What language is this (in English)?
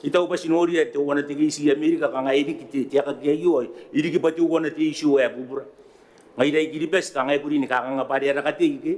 Gilbertese